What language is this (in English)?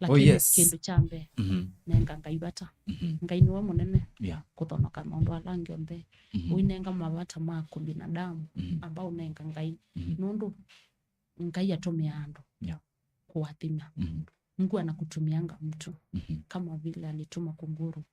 Kamba